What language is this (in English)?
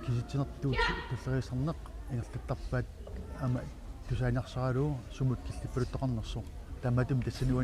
Kalaallisut